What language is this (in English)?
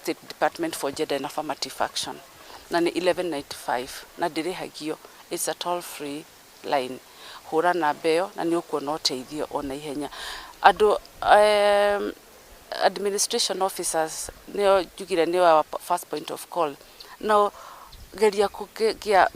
Kikuyu